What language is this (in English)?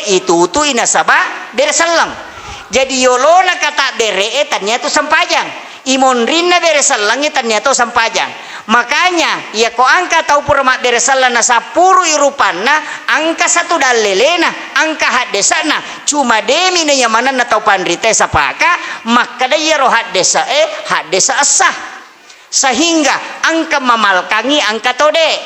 Buginese